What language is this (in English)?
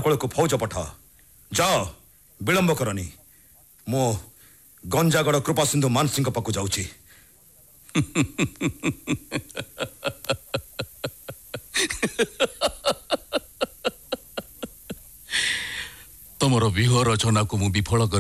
Odia